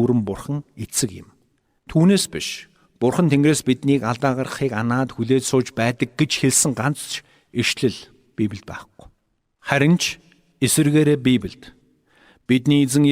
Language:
Mongolian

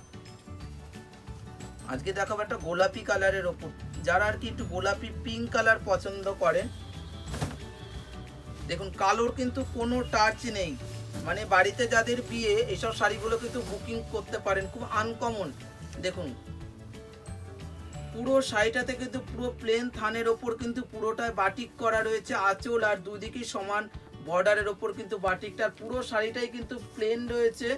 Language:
Bangla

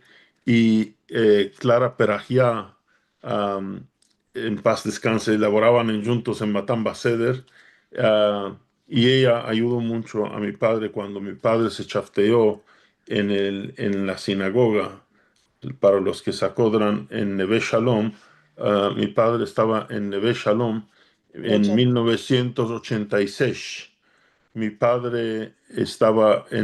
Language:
Ladino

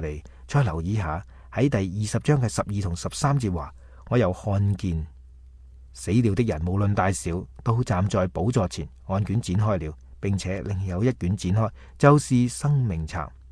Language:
Cantonese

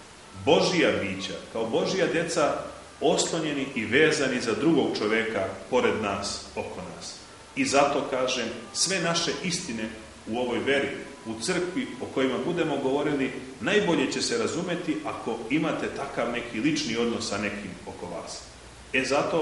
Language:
Serbian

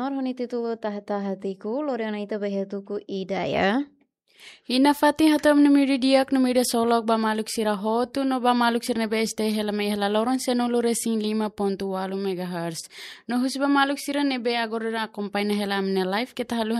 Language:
Tetum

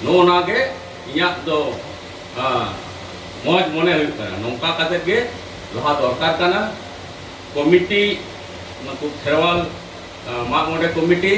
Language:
Santali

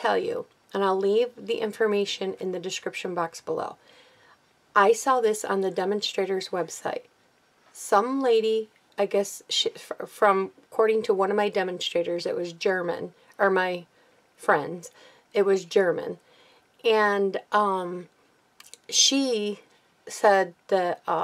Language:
English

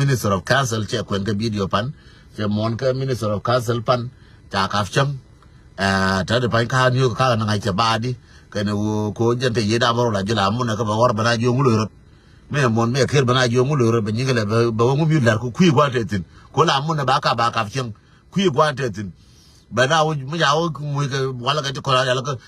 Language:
Nuer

